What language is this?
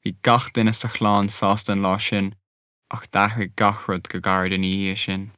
Irish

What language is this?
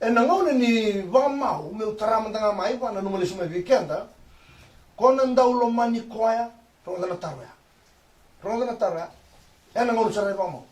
Fijian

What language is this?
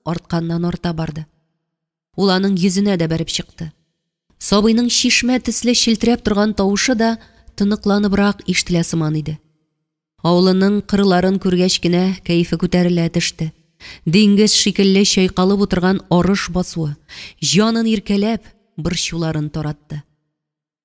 Tatar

